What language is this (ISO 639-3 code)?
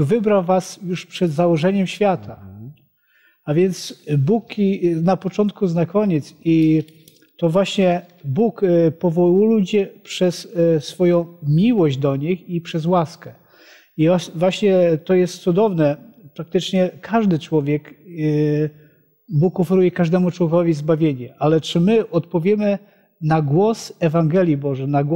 pol